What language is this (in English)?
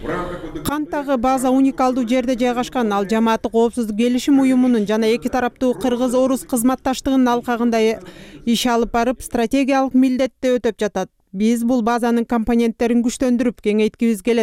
Kyrgyz